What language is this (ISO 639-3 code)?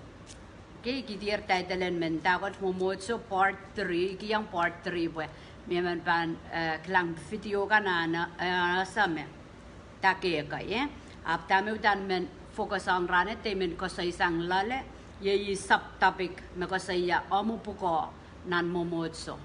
pon